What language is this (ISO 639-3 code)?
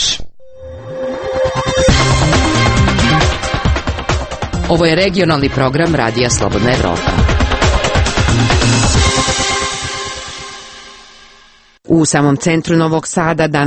srp